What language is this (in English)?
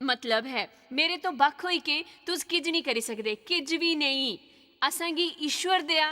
Dogri